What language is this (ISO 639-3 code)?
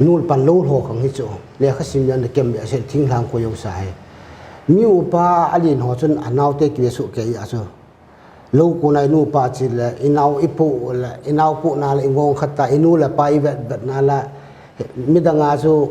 pck